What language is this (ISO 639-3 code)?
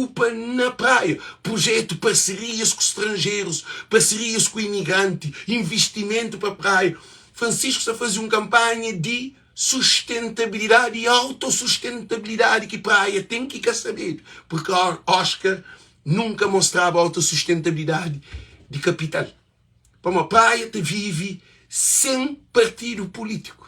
kea